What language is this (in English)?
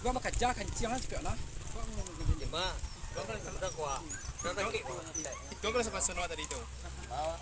Minangkabau